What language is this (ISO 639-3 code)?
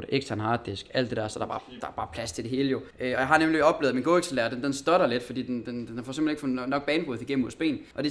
dan